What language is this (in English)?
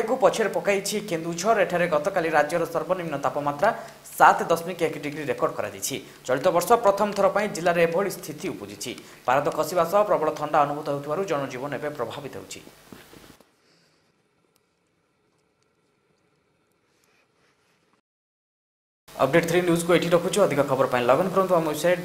Odia